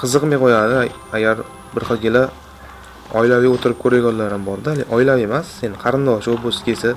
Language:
Uzbek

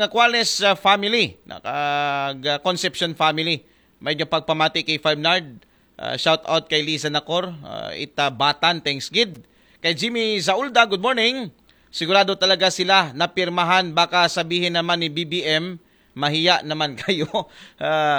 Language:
Aklanon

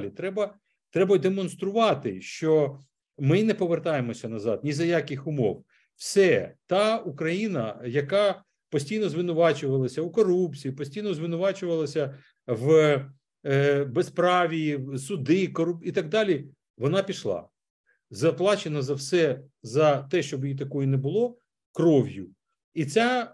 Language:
Ukrainian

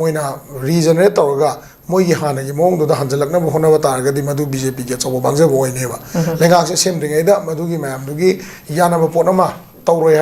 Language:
Manipuri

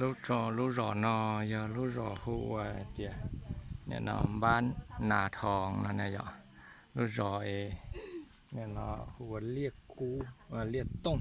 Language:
Hmong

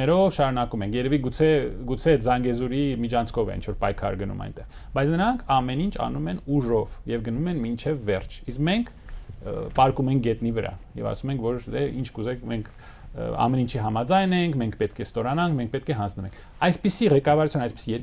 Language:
Armenian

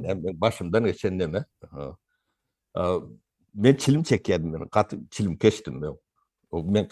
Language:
Turkmen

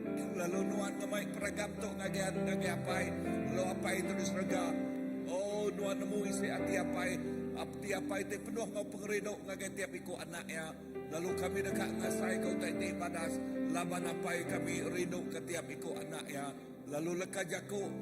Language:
Iban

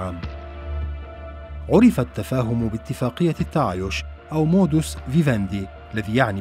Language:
Arabic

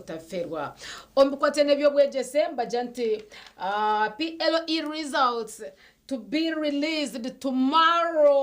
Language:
Nyankole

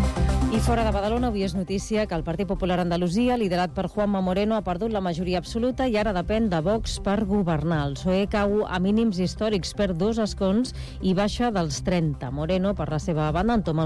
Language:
Catalan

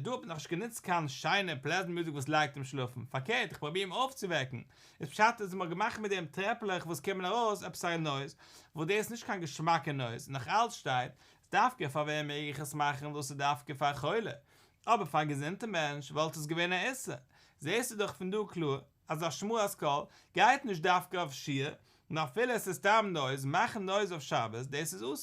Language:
Yiddish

